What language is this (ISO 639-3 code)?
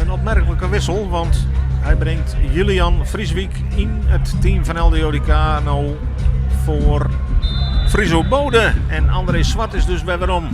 fry